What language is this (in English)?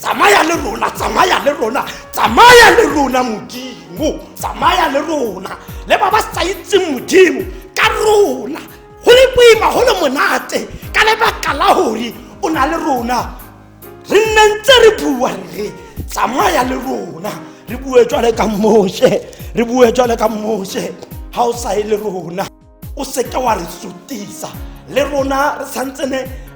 Tswana